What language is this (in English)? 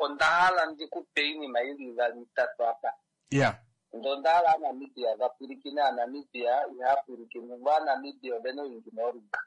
Kuanyama